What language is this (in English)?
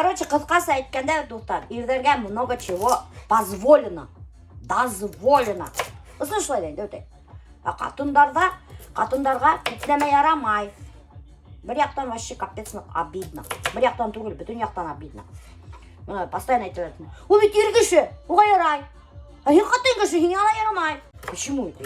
Bashkir